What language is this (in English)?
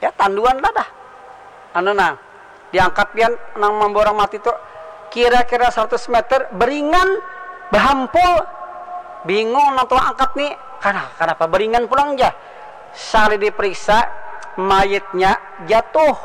Banjar